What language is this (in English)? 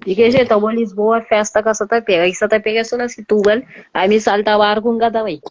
Kabuverdianu